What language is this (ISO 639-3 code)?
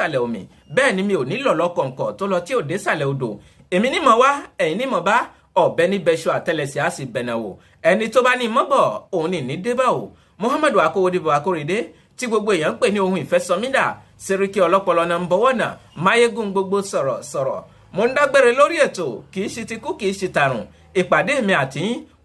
yor